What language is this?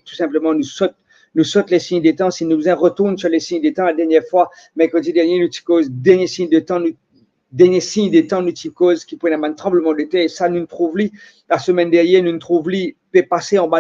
Morisyen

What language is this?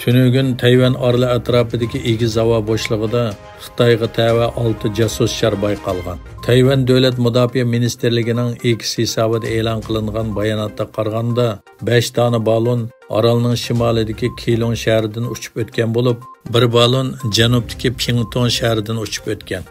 Uyghur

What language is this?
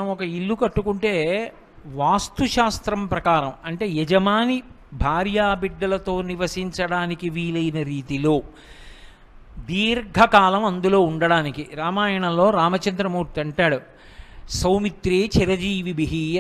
Telugu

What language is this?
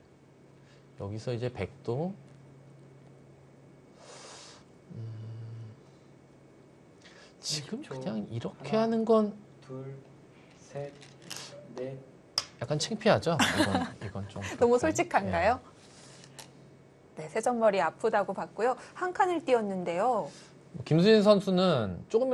Korean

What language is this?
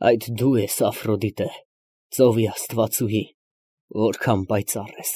Armenian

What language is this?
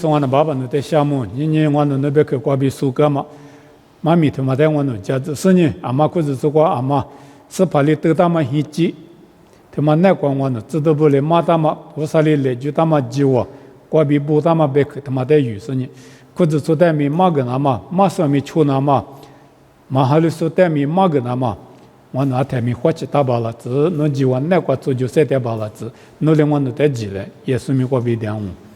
Lisu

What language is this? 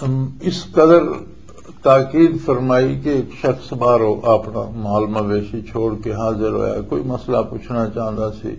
Western Panjabi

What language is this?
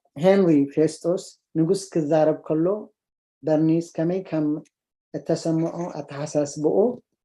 Tigrinya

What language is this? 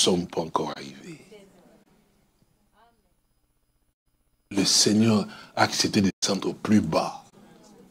French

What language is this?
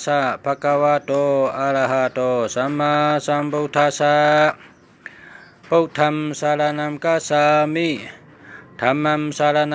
Shan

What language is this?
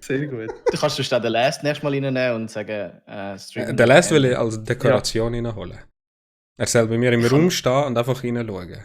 Swiss German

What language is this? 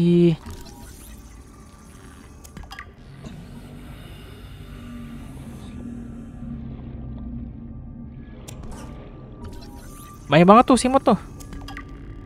Indonesian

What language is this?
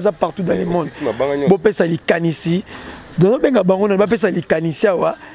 Lingala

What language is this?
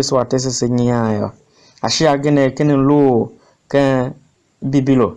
Tiv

